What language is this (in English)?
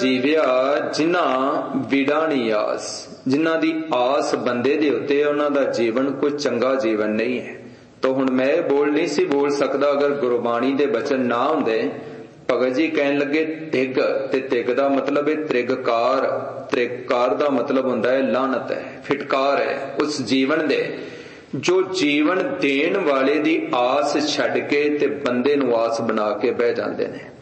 Punjabi